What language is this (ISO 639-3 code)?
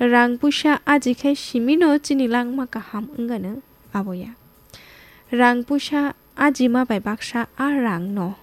trp